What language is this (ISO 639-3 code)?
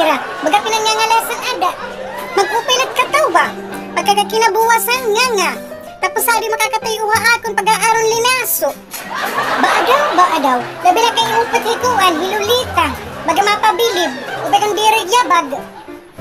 war